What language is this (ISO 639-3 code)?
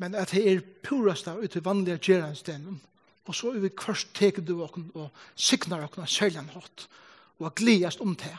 fao